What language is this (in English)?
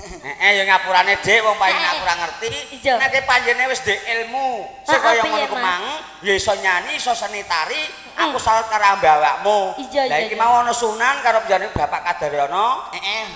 Javanese